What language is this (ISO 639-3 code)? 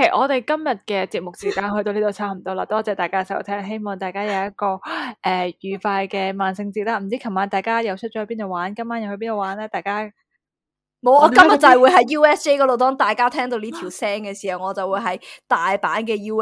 yue